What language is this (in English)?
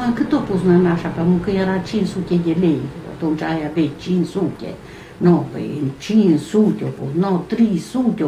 Romanian